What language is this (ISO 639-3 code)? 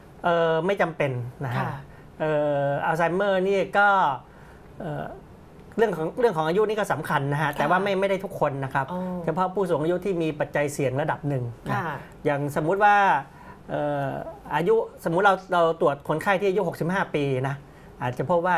tha